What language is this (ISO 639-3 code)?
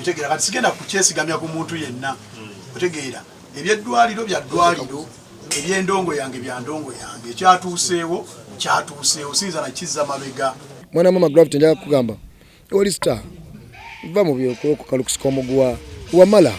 lug